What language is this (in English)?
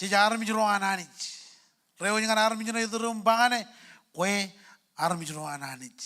Marshallese